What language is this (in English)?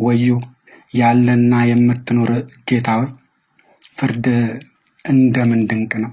Amharic